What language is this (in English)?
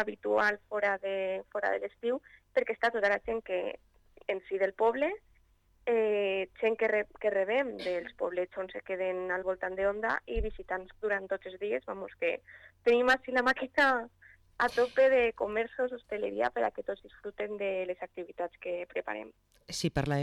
Catalan